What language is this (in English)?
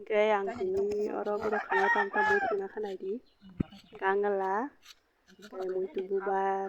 Kok Borok